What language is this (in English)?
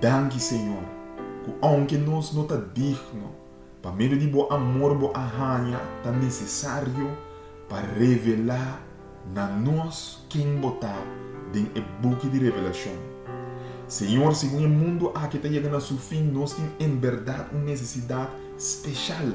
Papiamento